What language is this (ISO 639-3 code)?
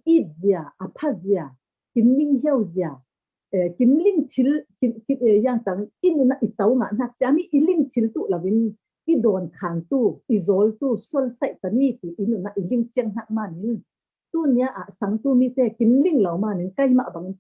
cfm